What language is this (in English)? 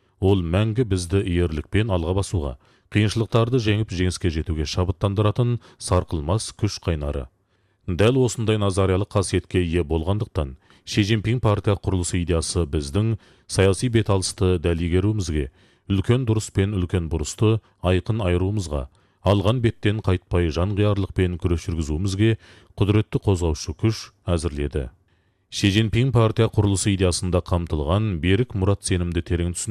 Kazakh